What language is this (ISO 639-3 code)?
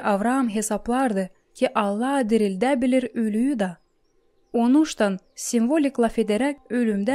gag